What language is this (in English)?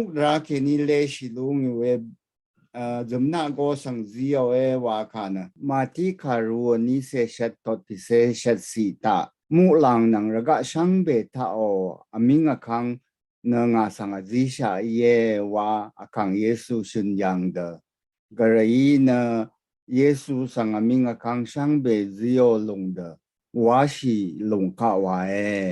Rawang